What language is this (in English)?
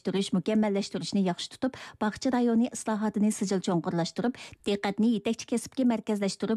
Uyghur